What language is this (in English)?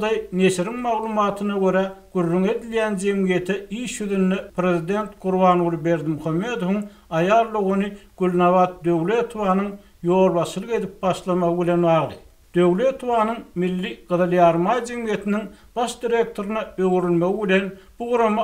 Turkmen